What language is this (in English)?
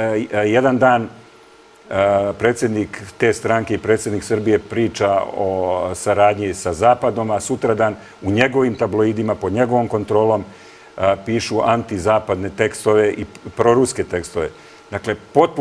Serbian